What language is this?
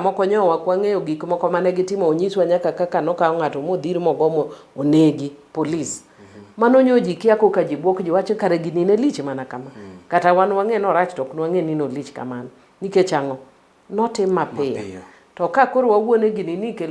Luo (Kenya and Tanzania)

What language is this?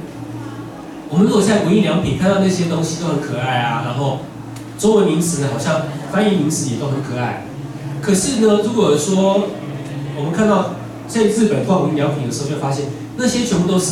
Chinese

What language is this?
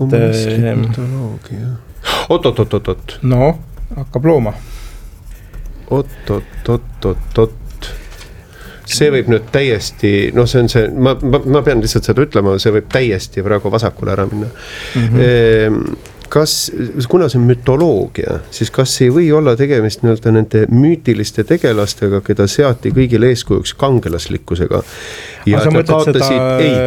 Estonian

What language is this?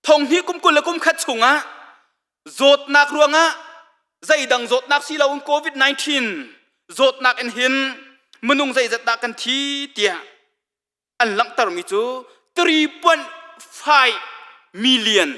Hakha Chin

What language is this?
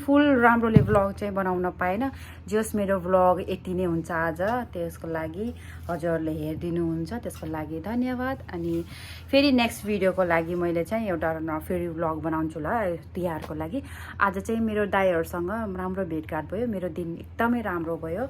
Nepali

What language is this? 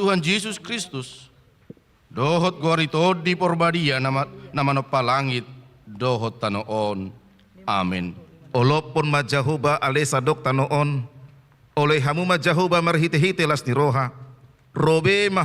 Batak Toba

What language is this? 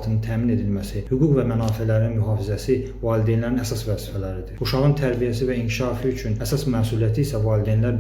Azerbaijani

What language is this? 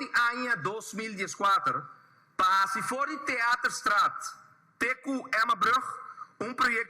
Papiamento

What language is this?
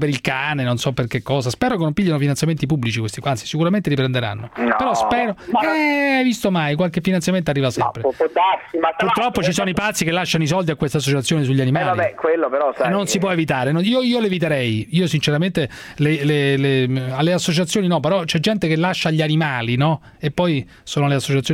Italian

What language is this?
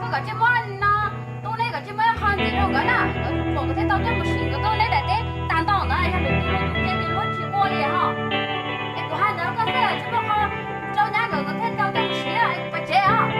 Hmong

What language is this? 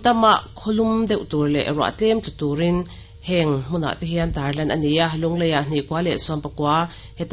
Mizo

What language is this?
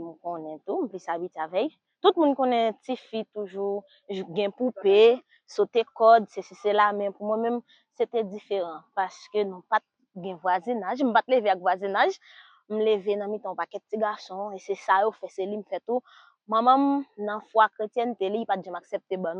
Haitian Creole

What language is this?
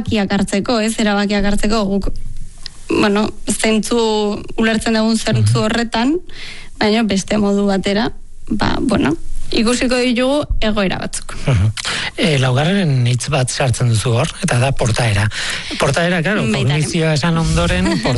Basque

